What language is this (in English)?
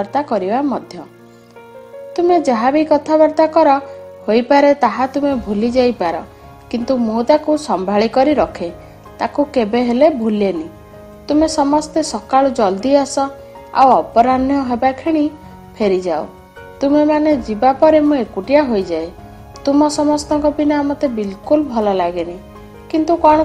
Odia